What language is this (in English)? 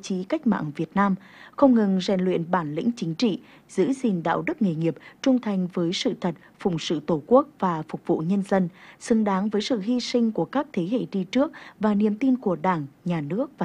Vietnamese